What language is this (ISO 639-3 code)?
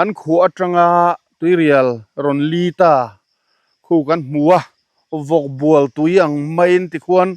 lus